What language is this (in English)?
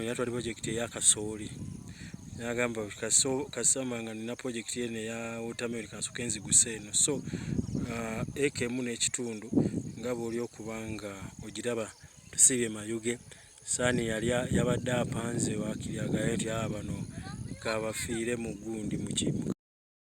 Ganda